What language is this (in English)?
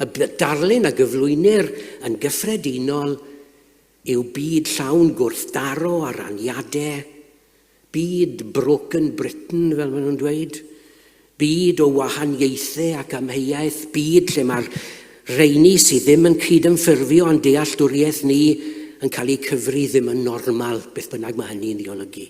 Welsh